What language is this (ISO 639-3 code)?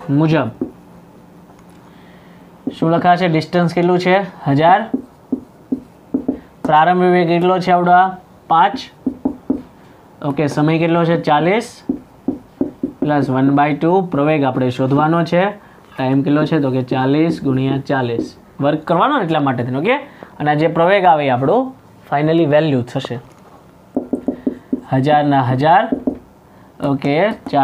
guj